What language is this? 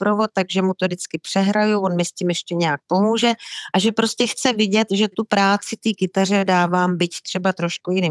Czech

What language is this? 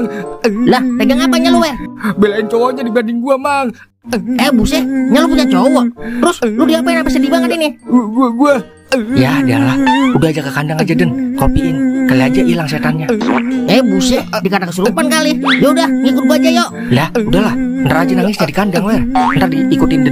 Betawi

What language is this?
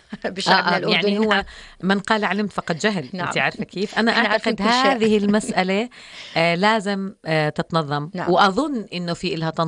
North Levantine Arabic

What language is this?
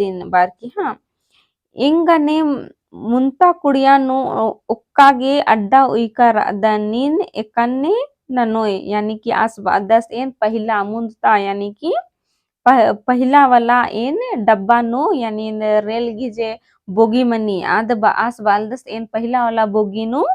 Kurukh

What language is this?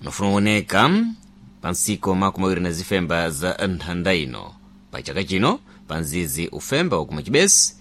Sena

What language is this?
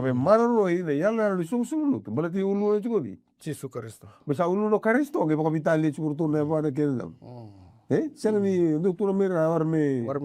Fijian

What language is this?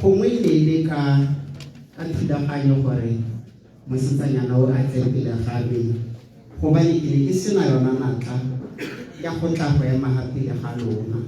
Tswana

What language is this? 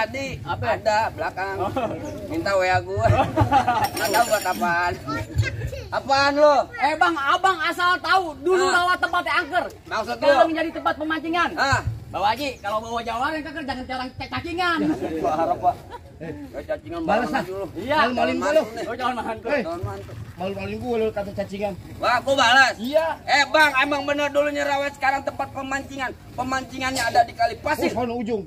Betawi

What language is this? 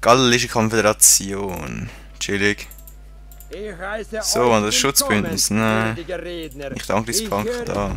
Swiss German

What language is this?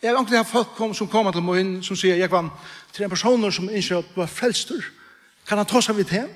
Faroese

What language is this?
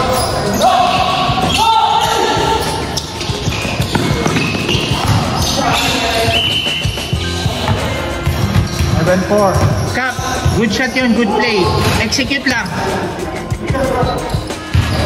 Filipino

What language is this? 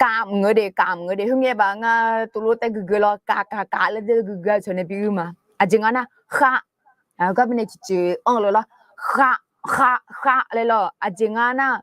Akha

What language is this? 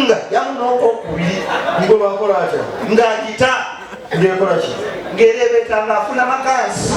Ganda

